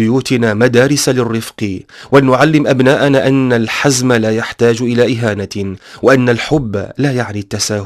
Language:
Arabic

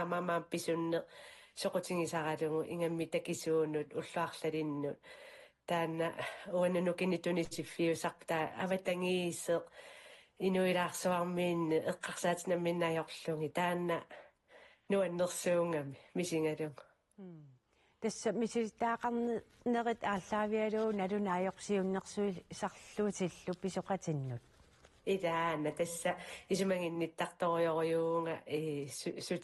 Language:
Kalaallisut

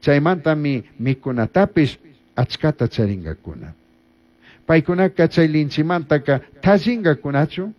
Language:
Chimborazo Highland Quichua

